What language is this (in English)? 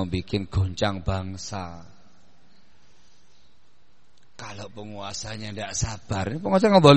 Indonesian